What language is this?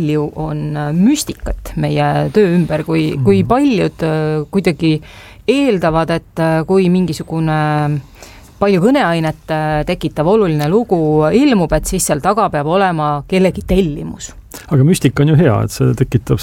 Estonian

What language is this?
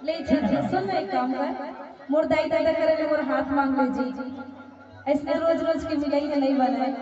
Chhattisgarhi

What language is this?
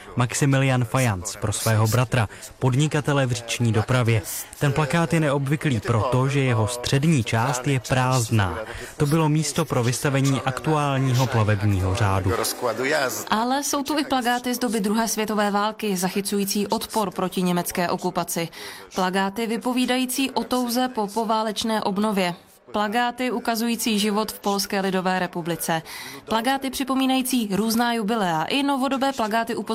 Czech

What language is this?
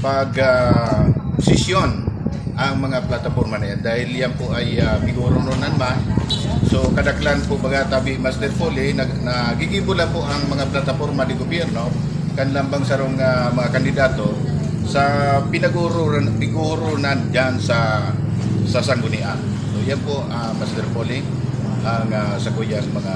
Bikol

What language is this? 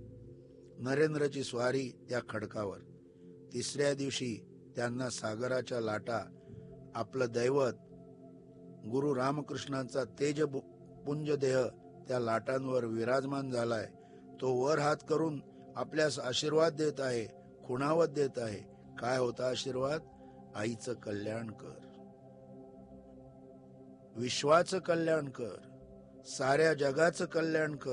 Marathi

